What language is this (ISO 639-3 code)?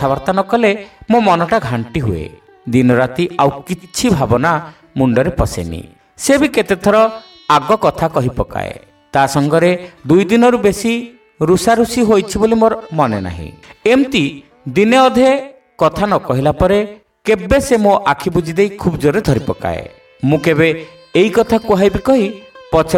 ori